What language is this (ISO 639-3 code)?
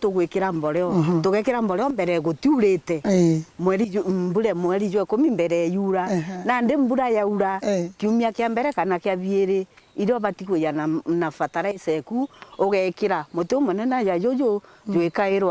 mer